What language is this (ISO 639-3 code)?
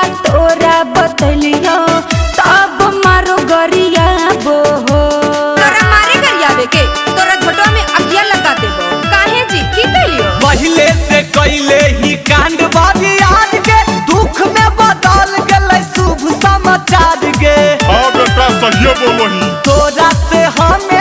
mag